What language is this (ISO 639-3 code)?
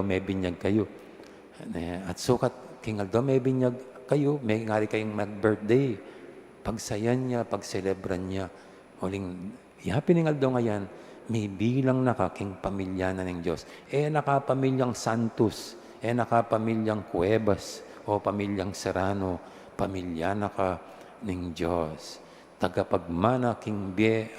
pam